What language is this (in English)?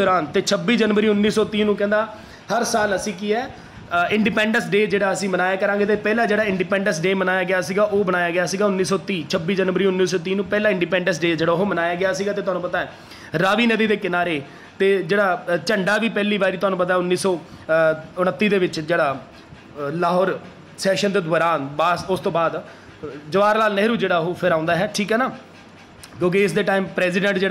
Punjabi